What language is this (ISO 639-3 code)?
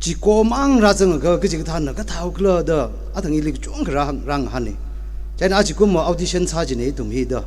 nmf